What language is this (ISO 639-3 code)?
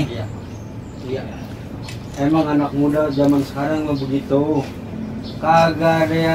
bew